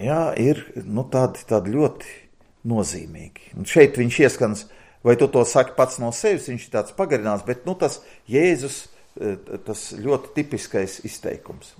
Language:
Latvian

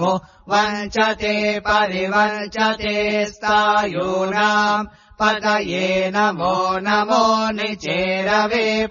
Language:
Sanskrit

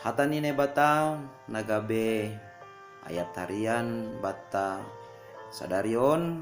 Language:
Batak Simalungun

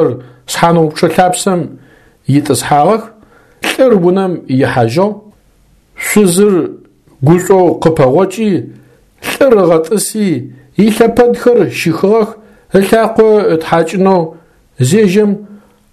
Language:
Adyghe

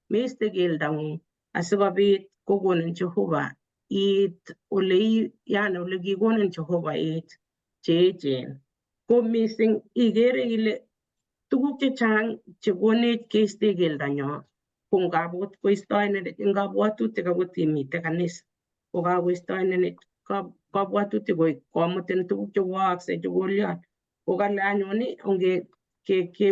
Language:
Kalenjin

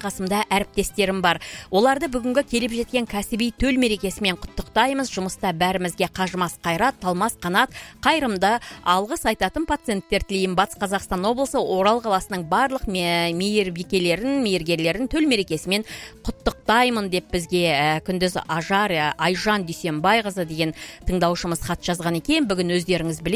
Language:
Kazakh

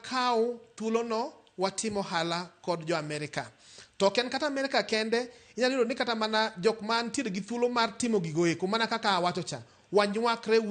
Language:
Luo (Kenya and Tanzania)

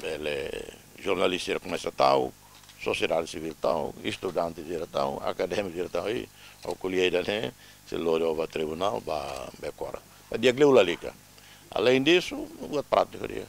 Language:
Tetum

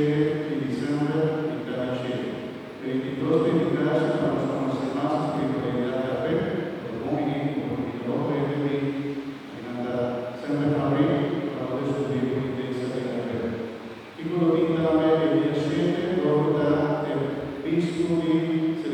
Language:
Papiamento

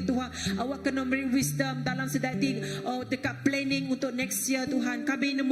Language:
Iban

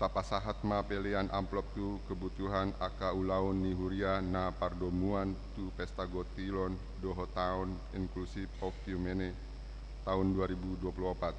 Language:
Batak Toba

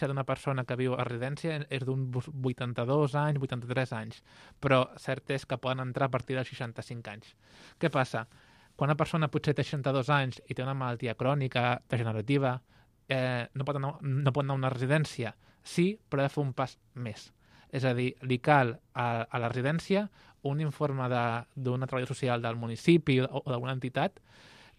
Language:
Catalan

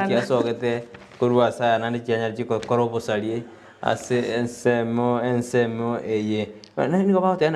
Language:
Gusii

